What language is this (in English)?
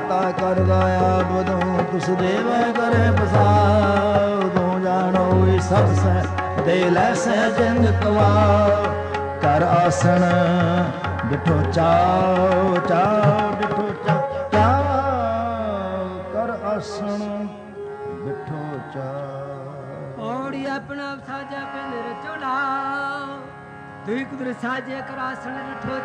Punjabi